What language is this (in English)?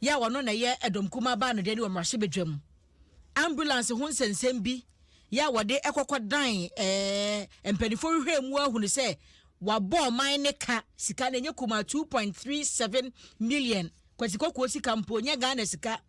Akan